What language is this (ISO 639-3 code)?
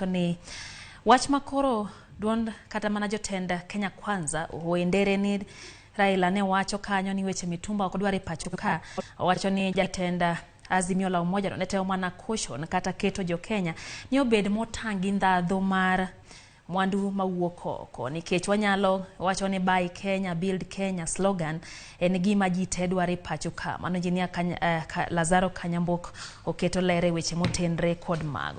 luo